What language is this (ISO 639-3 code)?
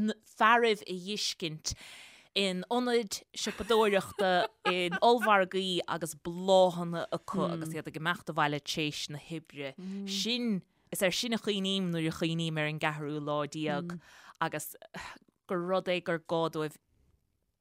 gle